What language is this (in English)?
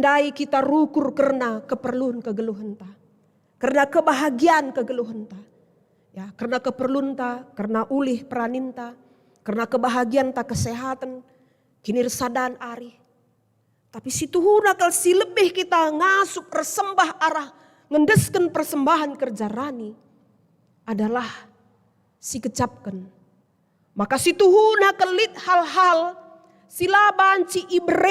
Batak Karo